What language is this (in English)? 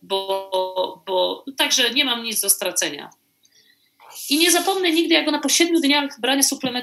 Polish